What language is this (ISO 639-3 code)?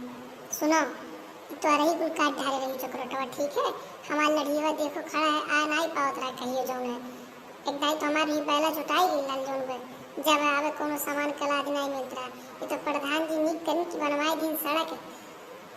awa